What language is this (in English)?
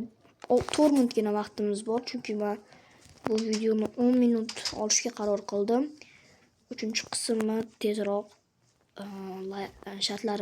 Uzbek